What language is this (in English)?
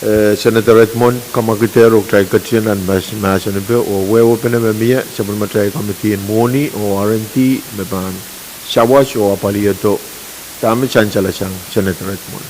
Pohnpeian